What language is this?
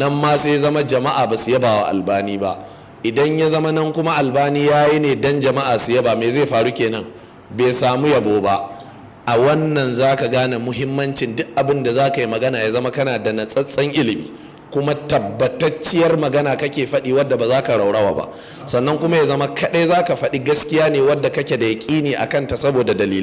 Hausa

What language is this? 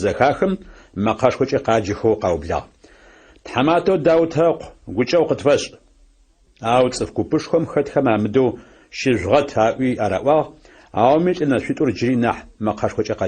Adyghe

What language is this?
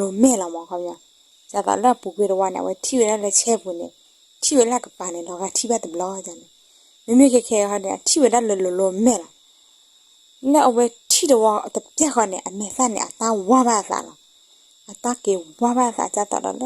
S'gaw Karen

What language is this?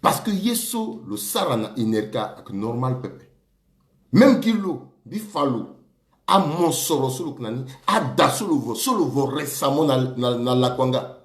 Sango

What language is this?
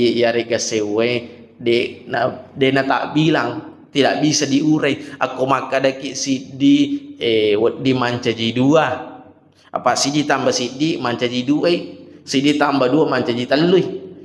Buginese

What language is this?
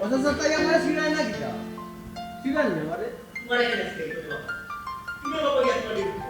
Sylheti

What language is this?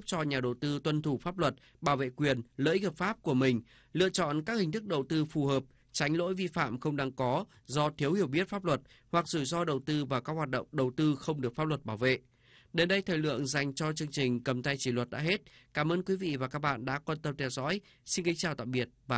Vietnamese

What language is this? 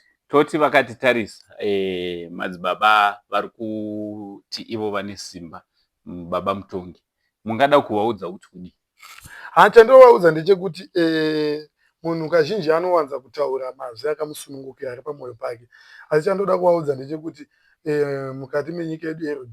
Shona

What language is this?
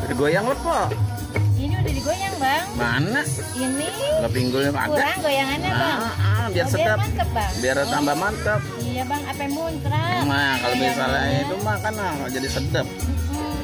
Betawi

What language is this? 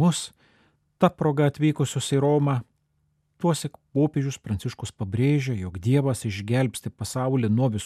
Lithuanian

